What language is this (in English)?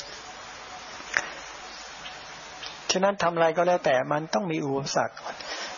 Thai